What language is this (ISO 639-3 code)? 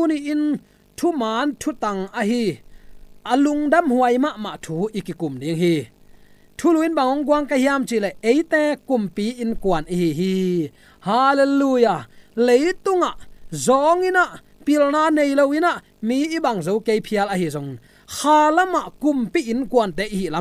ctd